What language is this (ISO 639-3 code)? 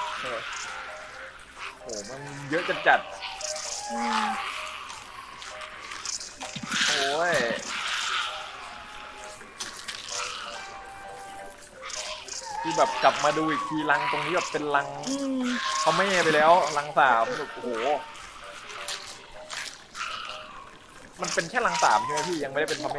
tha